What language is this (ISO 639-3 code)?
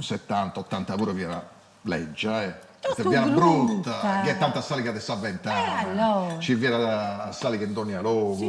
srd